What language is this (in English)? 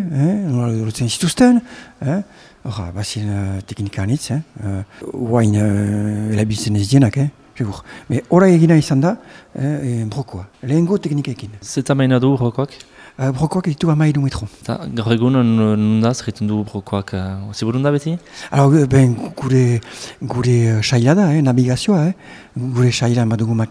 Basque